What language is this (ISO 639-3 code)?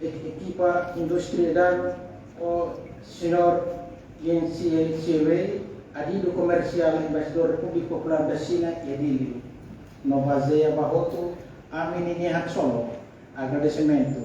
tet